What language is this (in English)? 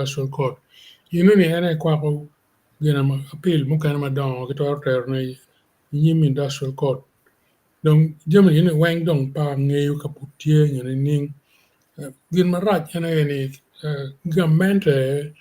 Acoli